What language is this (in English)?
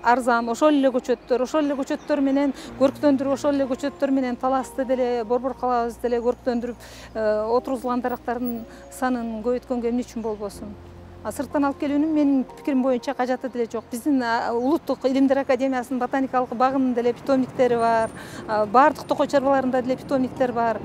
Kyrgyz